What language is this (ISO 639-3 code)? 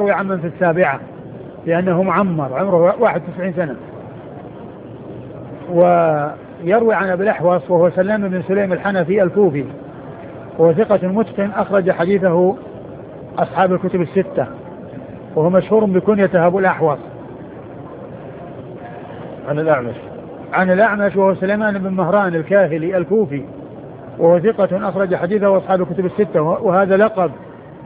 ara